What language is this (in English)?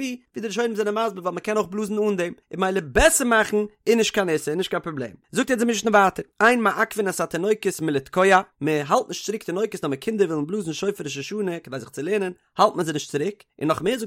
Yiddish